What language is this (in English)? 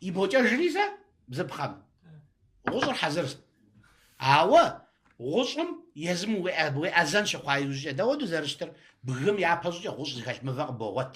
Kabardian